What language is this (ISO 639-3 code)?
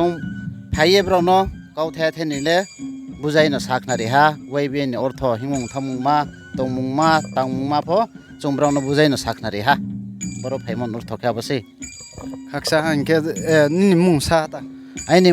ria